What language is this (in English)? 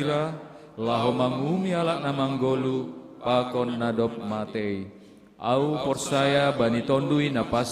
Batak Simalungun